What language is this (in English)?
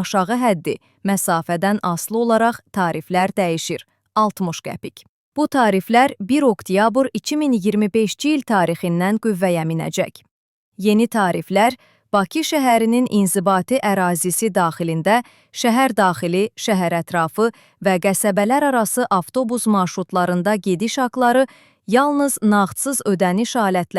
Azerbaijani